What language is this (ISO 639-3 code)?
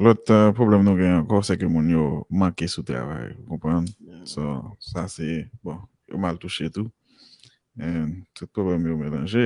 hat